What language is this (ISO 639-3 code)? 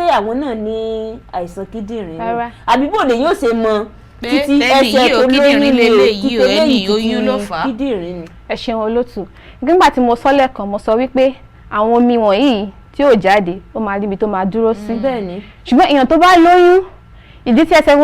yor